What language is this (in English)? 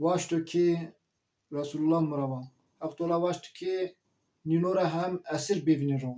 Zaza